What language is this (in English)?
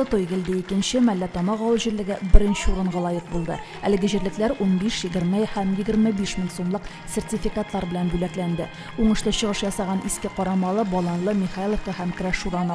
Tatar